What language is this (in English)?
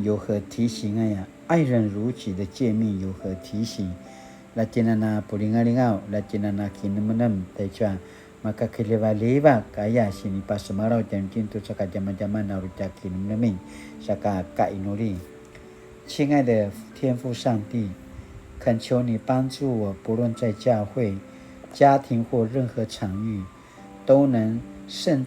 Paiwan